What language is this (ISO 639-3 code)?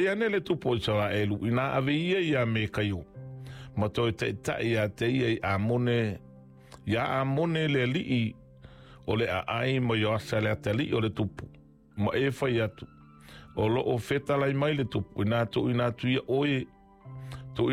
smo